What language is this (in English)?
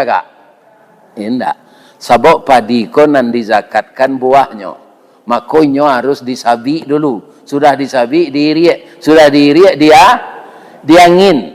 Minangkabau